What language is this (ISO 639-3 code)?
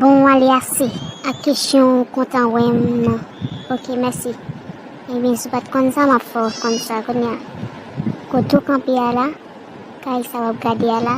hat